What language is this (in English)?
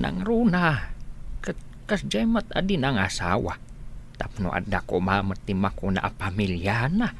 Iloko